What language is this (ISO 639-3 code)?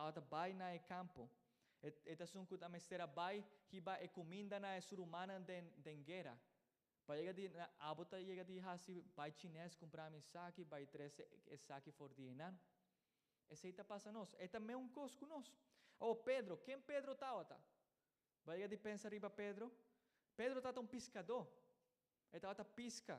pap